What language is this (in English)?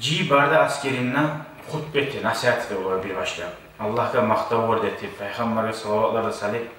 Kumyk